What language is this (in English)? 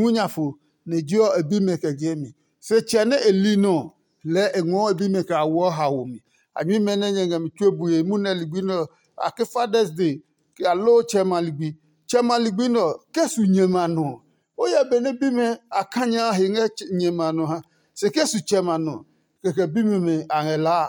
Adangme